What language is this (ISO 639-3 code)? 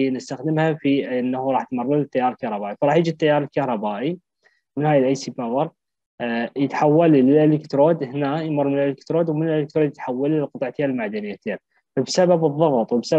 acm